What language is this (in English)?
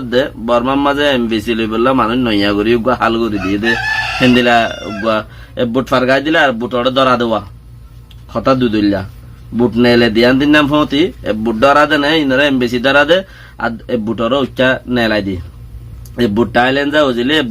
Rohingya